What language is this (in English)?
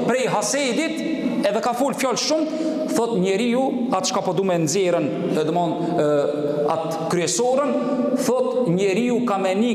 Albanian